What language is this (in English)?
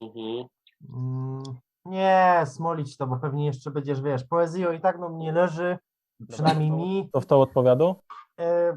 Silesian